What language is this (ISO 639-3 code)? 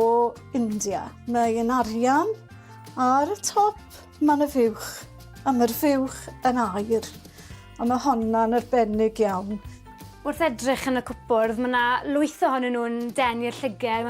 cym